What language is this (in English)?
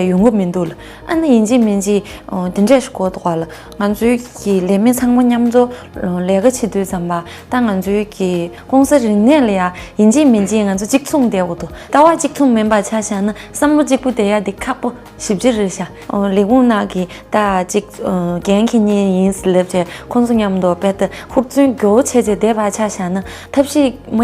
Tibetan